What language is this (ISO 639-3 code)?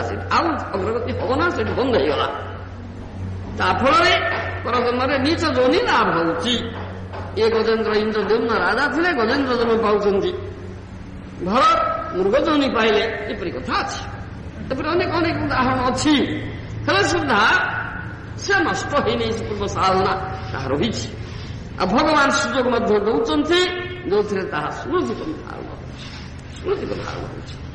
ori